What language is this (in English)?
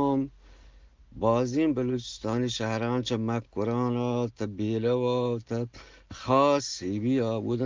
Eastern Balochi